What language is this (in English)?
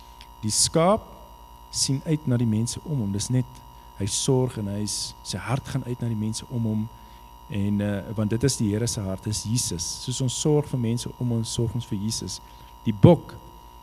Afrikaans